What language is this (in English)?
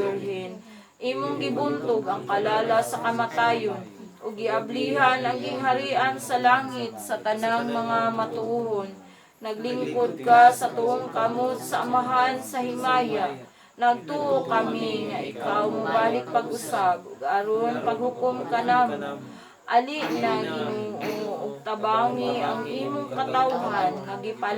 Cebuano